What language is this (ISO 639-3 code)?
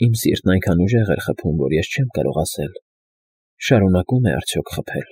hye